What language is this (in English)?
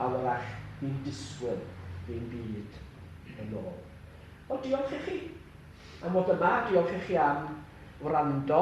Welsh